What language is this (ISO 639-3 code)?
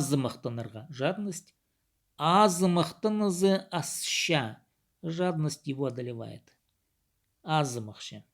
kjh